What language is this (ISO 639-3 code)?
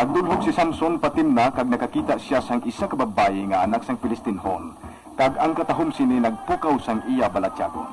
hil